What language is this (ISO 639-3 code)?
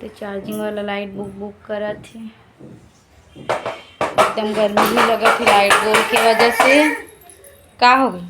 hne